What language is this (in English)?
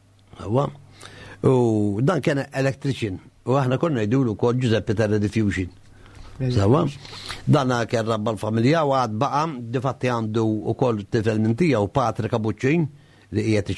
Maltese